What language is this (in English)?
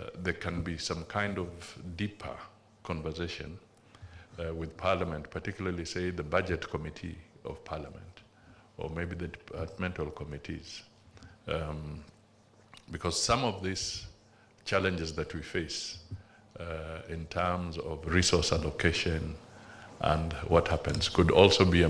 Gusii